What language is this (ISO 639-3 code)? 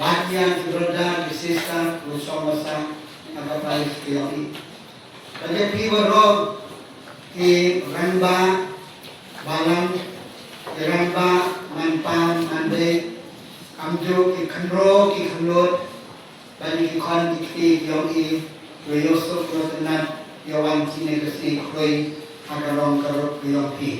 kha